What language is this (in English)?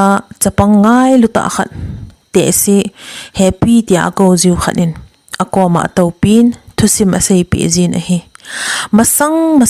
Thado Chin